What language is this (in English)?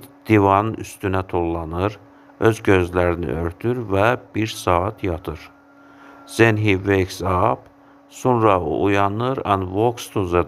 Azerbaijani